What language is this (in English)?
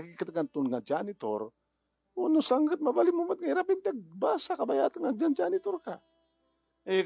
Iloko